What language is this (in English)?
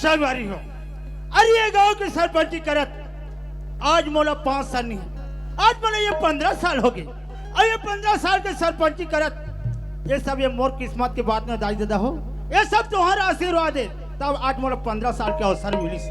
Chhattisgarhi